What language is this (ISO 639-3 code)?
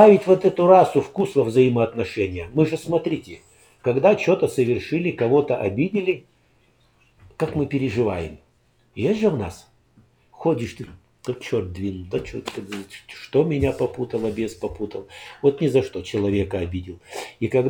rus